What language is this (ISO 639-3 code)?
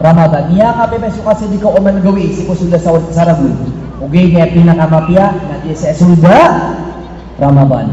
mrw